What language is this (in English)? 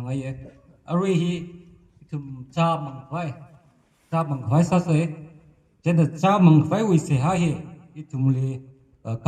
Tangkhul Naga (India)